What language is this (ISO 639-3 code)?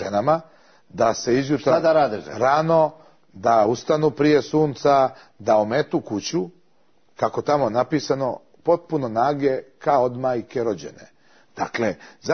srp